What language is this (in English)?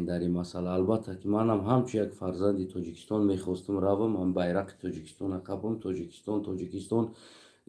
Tajik